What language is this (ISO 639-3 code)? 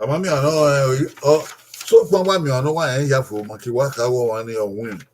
bin